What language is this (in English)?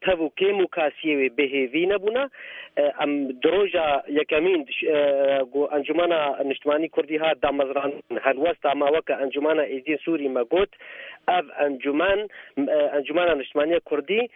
Kurdish